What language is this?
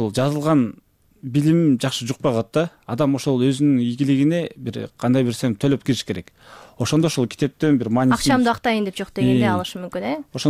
Kyrgyz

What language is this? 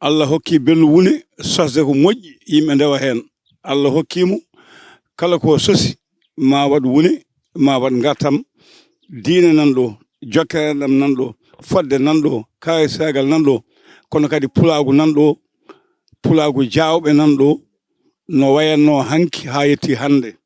Fula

